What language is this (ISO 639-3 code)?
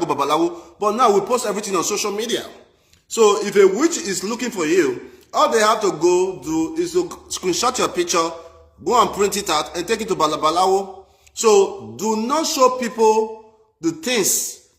pcm